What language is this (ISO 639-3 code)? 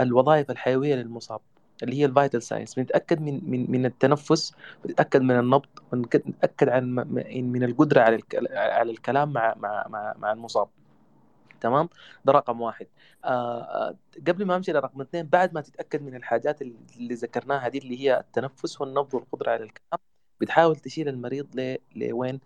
apd